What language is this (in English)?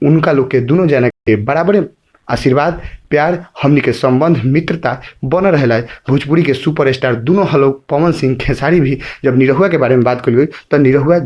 Bhojpuri